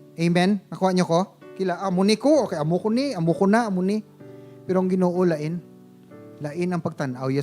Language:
Hiligaynon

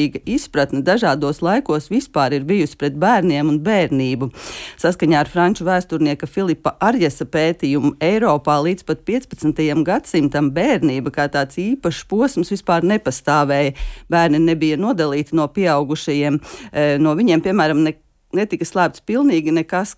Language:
Latvian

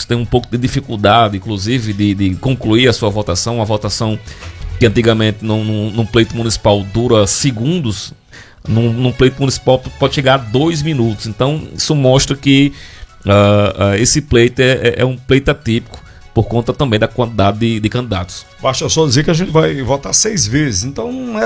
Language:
Portuguese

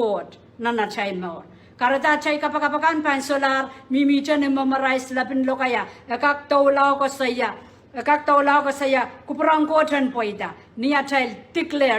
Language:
Pohnpeian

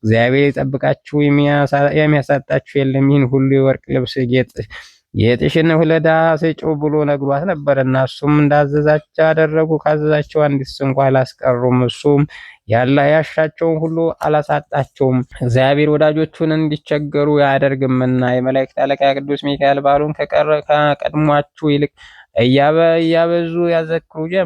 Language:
Amharic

